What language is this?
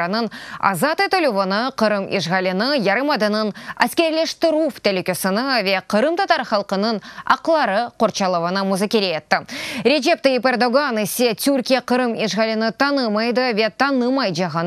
Crimean Tatar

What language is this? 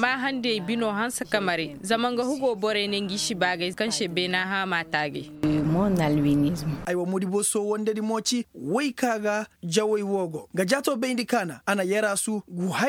Koyraboro Senni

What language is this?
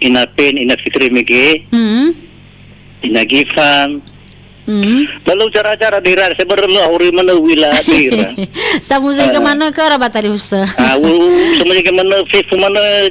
Nias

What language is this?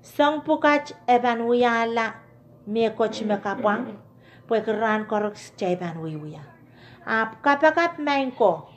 Pohnpeian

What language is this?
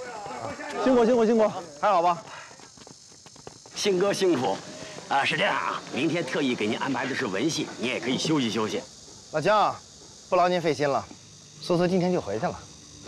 Chinese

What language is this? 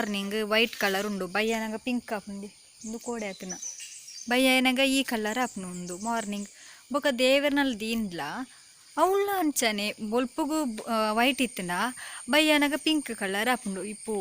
Tulu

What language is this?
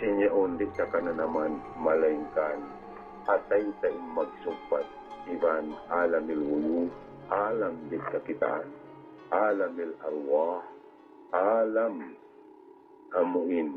Tausug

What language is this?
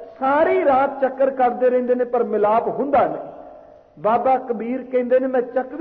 Punjabi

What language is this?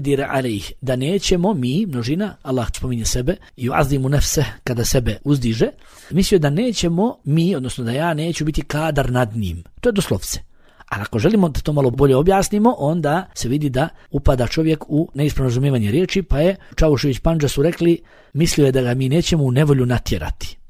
Bosnian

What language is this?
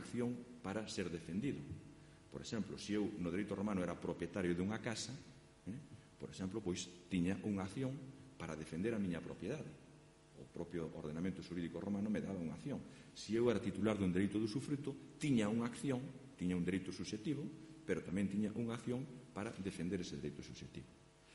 Galician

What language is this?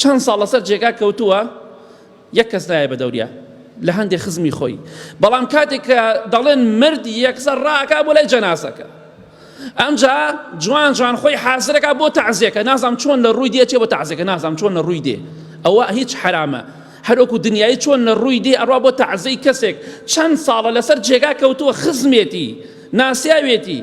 Central Kurdish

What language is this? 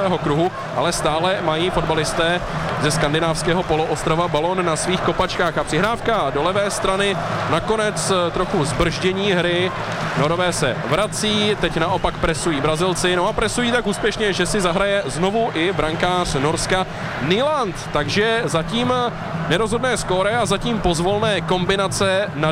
Czech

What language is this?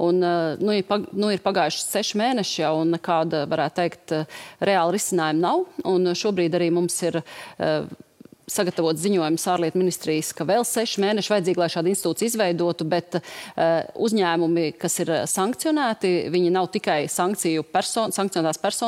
Latvian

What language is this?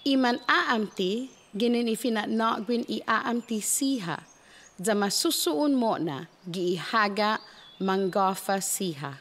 Chamorro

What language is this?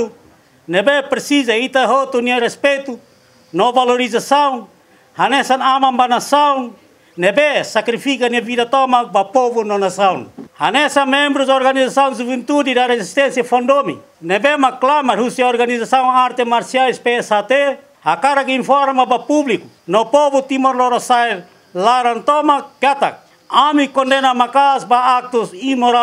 Tetum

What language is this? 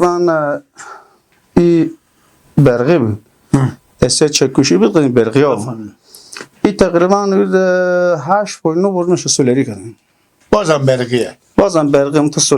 Persian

